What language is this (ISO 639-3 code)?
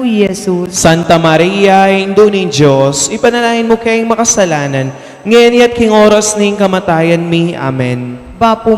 pam